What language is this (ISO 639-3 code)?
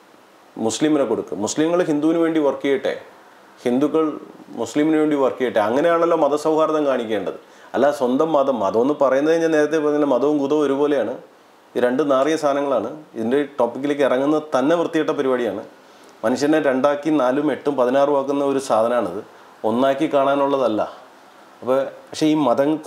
mal